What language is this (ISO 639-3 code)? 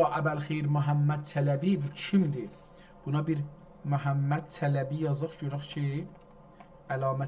azb